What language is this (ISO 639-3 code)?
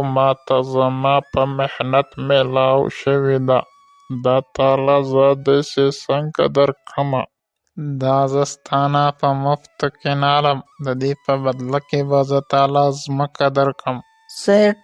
pus